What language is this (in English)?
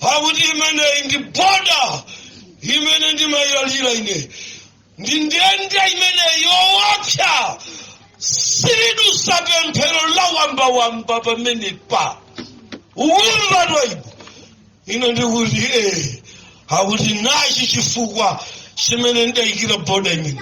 Nyanja